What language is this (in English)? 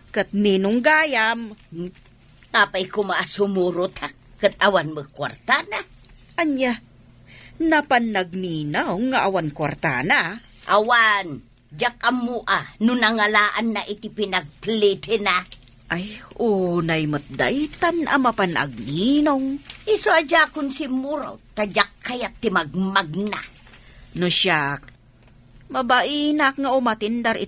Iloko